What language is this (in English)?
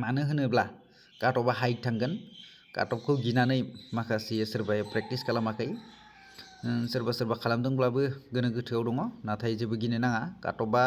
Bodo